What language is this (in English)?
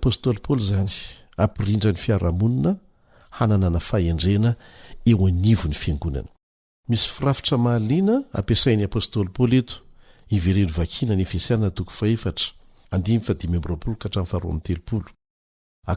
Malagasy